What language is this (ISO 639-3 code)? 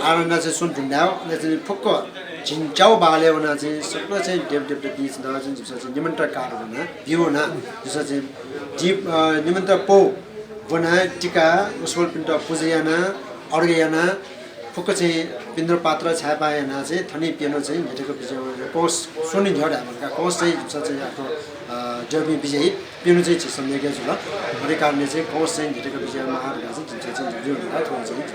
new